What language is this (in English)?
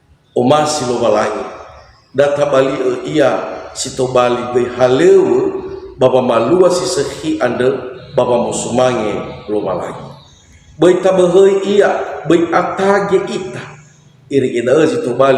Nias